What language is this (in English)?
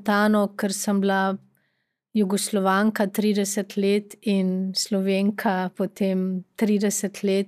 Slovenian